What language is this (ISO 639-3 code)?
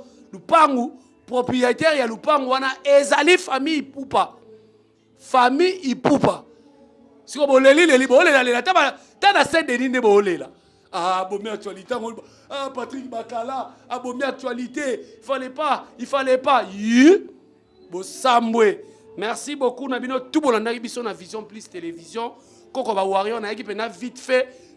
lin